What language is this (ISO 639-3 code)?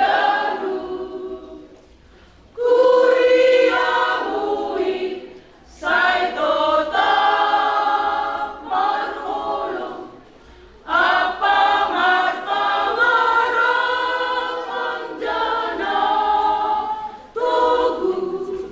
bts